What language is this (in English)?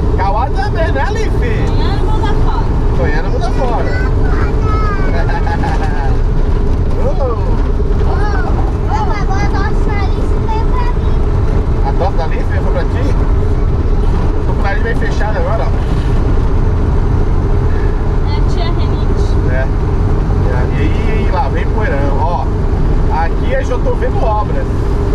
Portuguese